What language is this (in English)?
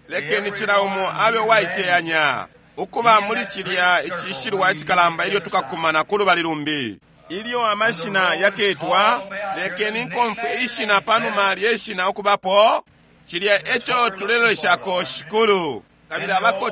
Bemba